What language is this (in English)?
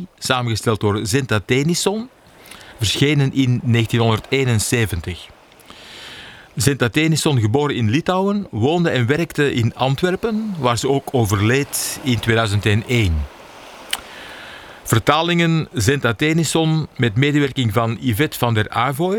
Dutch